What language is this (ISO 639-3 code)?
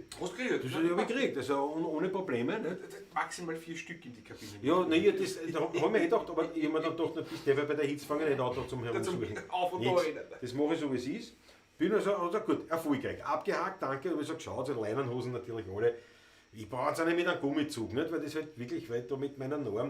bar